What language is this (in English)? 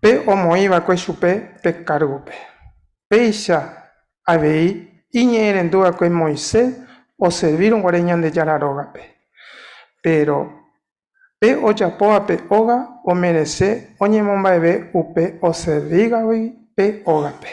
Guarani